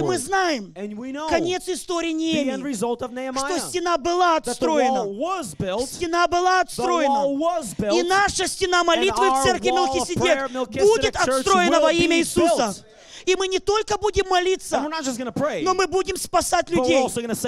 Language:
Russian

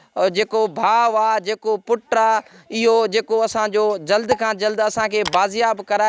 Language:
Sindhi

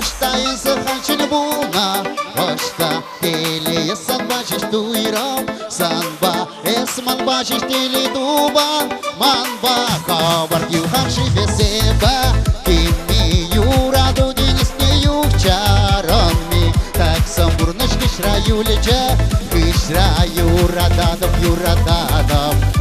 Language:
Chuvash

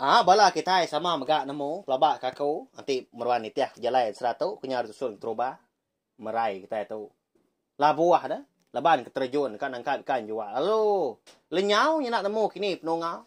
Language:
Iban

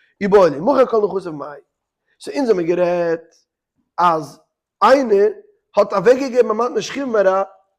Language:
Yiddish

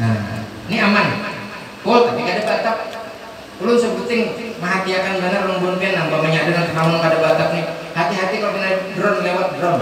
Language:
Banjar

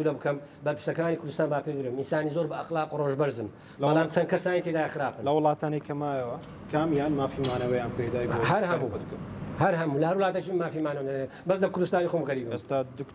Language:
Central Kurdish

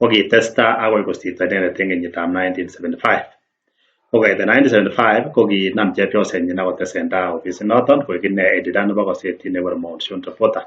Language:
Kalenjin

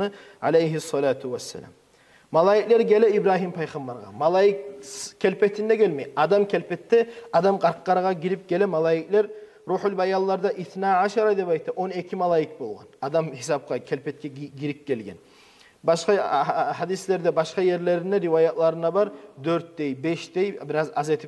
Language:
Kumyk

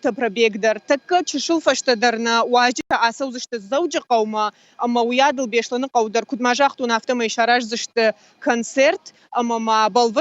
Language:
Ossetic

